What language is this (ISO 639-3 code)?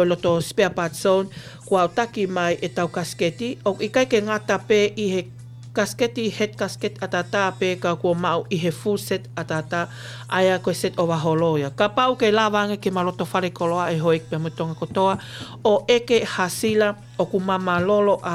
ton